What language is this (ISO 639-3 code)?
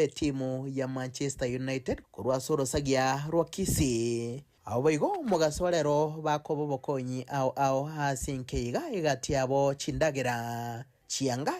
guz